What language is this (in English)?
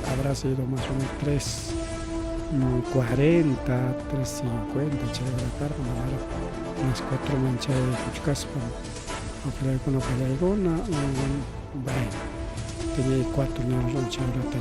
Ayacucho Quechua